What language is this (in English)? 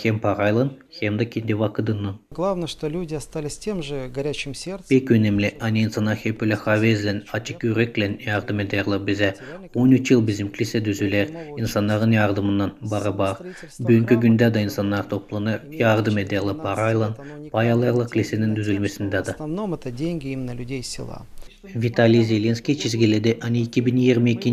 Gagauz